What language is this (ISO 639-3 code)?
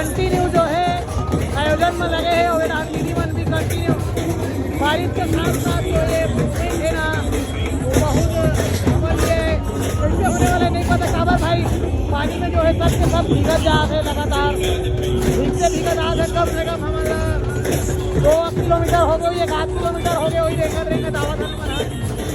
hne